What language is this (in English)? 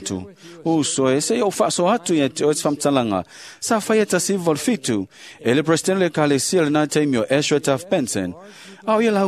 Samoan